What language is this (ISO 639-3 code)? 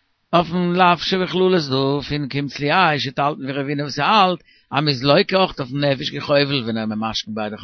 yid